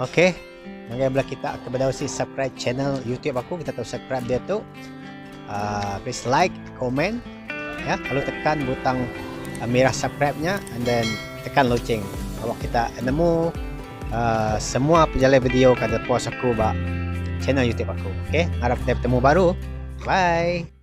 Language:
Iban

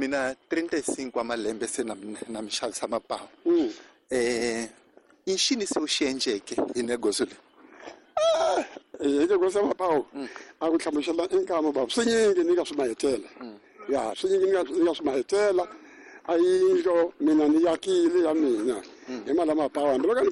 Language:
Tsonga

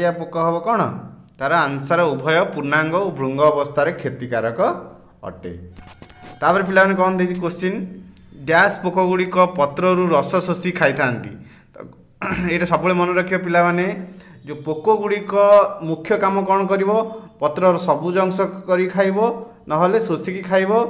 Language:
Odia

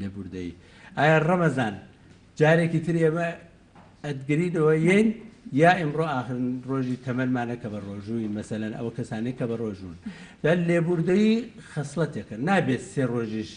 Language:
Central Kurdish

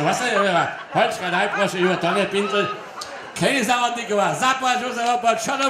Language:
Upper Sorbian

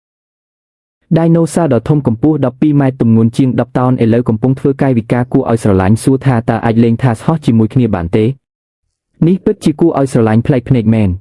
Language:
Khmer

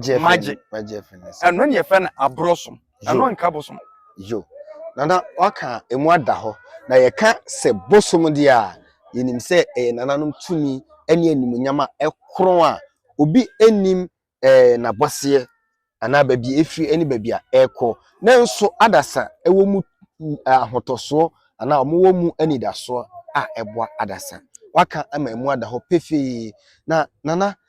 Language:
Akan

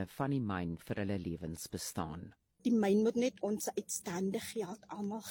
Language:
Afrikaans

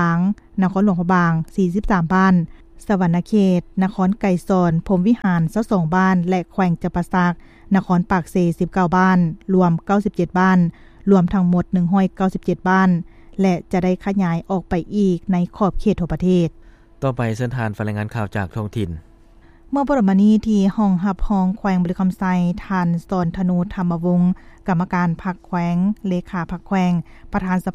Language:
Lao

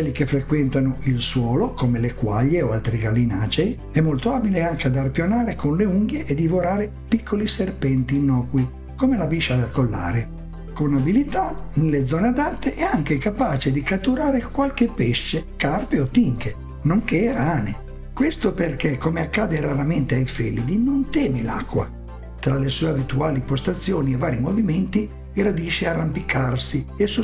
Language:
Italian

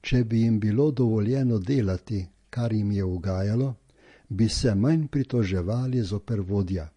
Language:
Slovenian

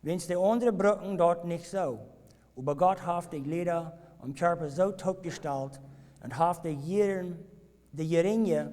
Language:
Plautdietsch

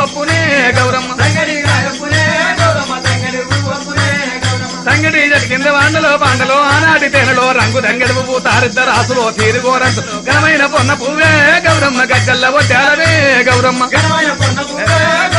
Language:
Telugu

